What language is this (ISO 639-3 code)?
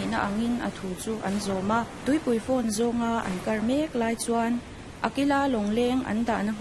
lus